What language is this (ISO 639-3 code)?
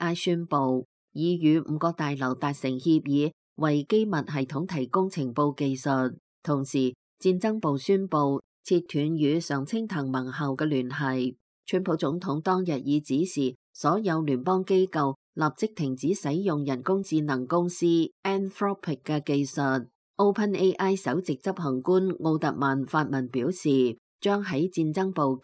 yue